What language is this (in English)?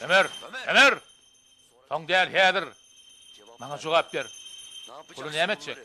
Turkmen